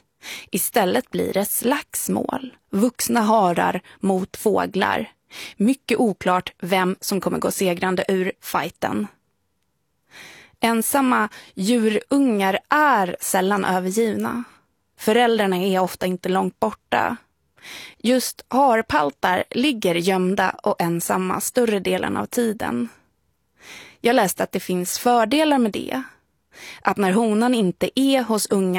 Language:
Swedish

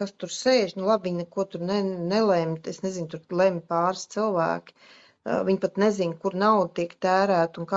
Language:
Latvian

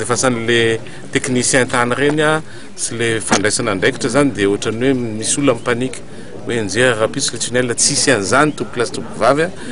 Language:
Malagasy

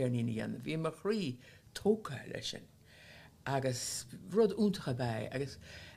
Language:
Irish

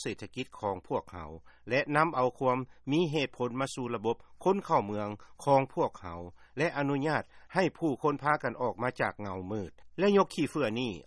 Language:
Lao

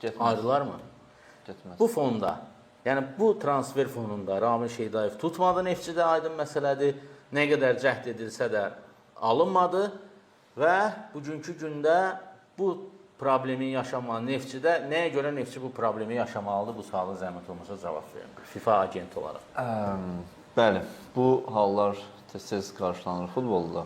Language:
Azerbaijani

